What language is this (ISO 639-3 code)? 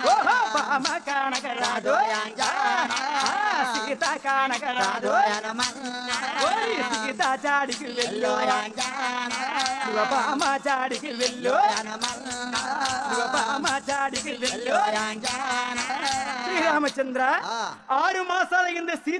tel